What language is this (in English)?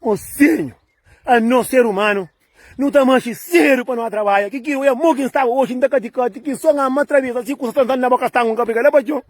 Kabuverdianu